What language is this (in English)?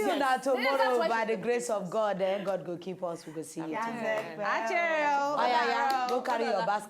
Nigerian Pidgin